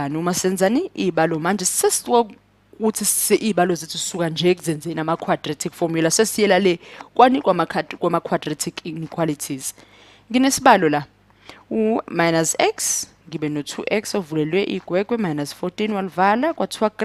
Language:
Zulu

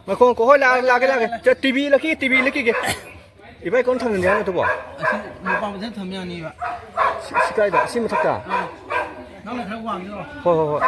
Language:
Manipuri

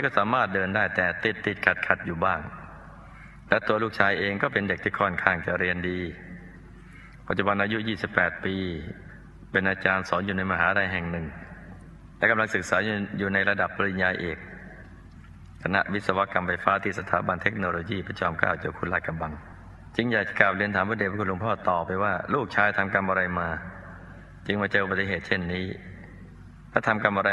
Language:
Thai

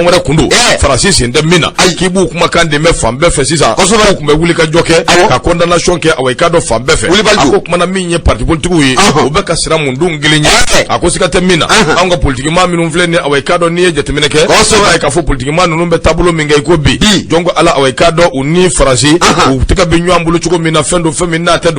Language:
Bambara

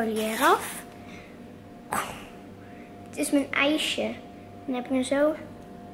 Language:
Dutch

